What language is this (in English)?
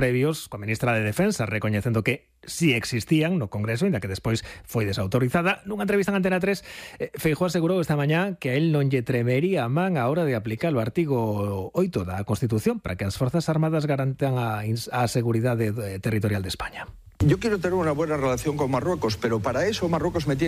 Galician